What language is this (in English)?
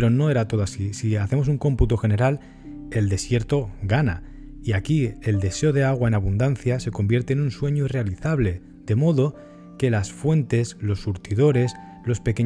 Spanish